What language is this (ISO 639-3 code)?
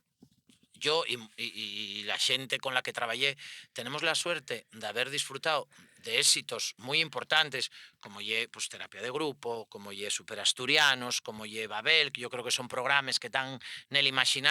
ast